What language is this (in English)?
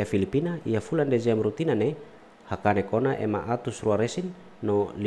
Tetum